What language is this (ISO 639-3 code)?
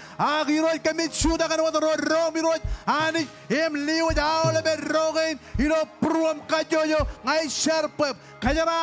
mah